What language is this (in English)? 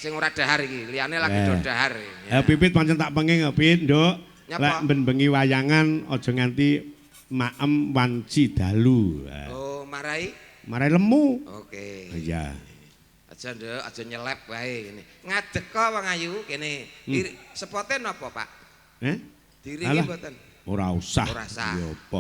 Javanese